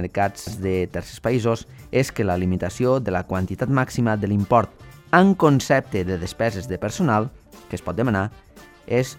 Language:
Catalan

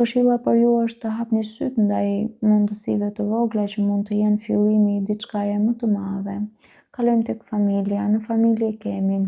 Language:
Albanian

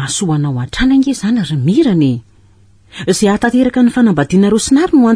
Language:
Malagasy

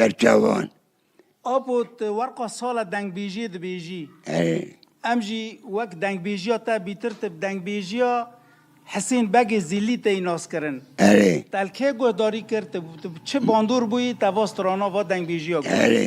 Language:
Kurdish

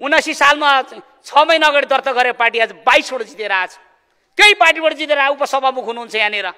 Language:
Nepali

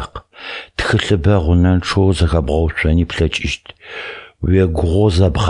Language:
Adyghe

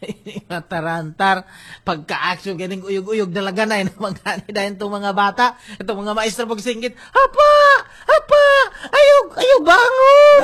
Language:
Cebuano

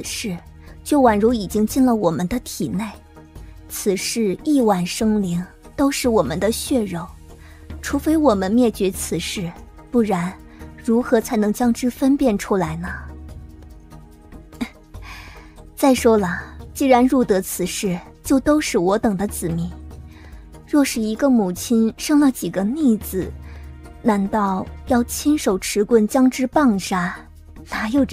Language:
Chinese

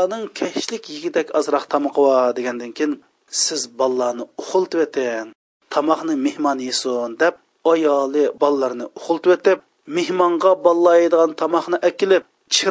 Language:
Uyghur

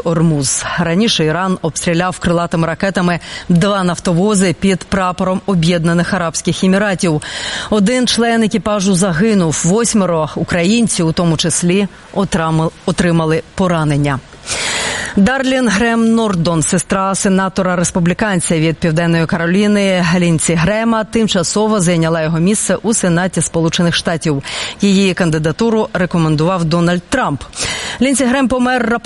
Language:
Ukrainian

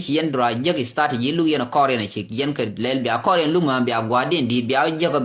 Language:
Nuer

